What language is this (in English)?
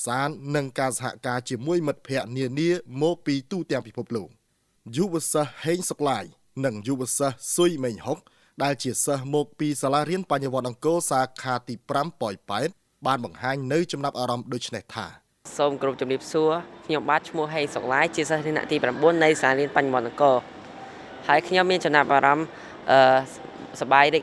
Khmer